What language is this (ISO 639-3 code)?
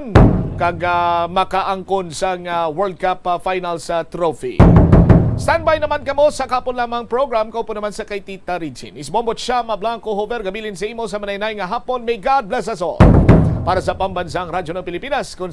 hil